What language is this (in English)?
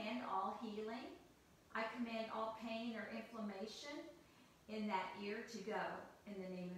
English